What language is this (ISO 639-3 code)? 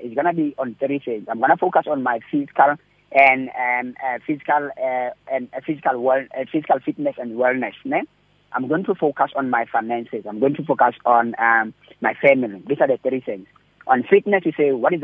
eng